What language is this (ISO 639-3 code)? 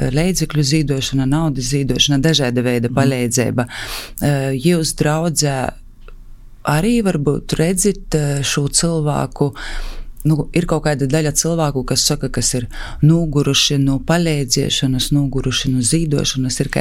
lav